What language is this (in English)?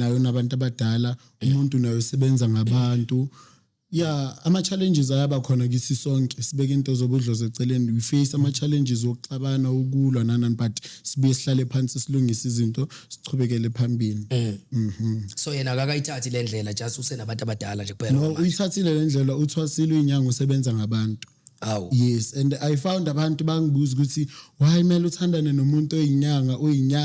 Zulu